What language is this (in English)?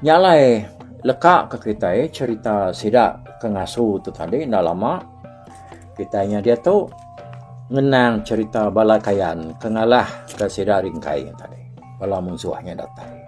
Iban